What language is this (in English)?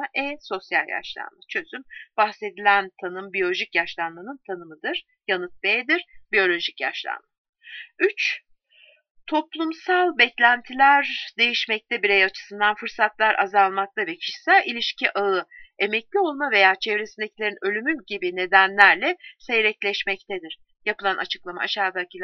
Turkish